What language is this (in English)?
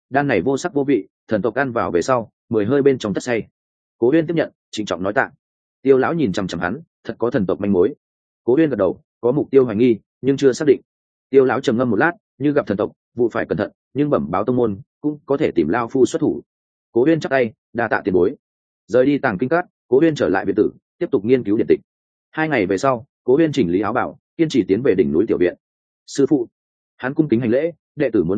Vietnamese